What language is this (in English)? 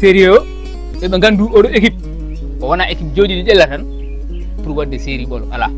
Fula